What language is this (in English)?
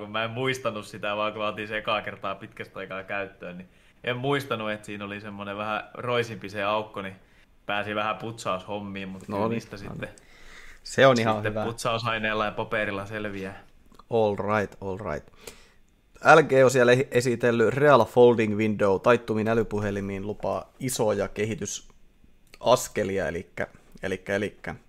Finnish